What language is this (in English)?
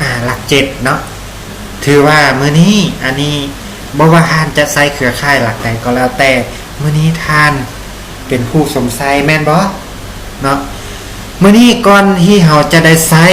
Lao